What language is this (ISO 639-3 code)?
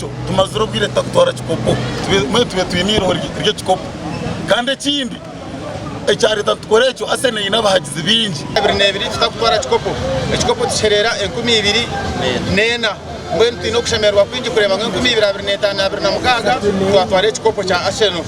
nyn